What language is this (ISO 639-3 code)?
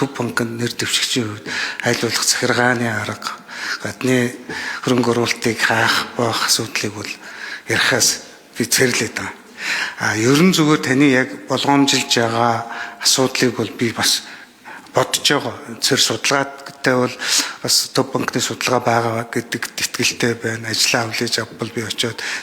mon